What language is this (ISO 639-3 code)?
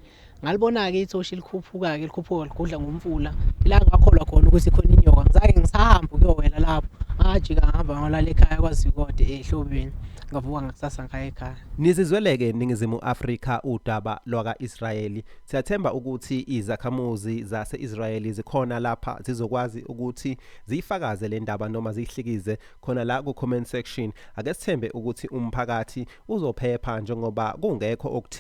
zul